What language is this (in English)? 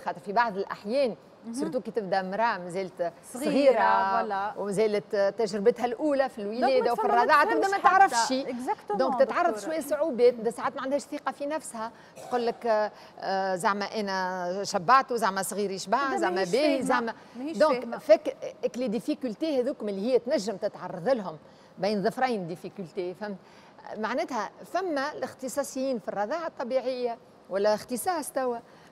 Tunisian Arabic